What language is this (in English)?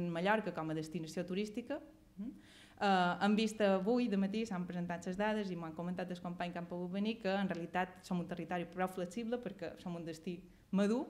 Catalan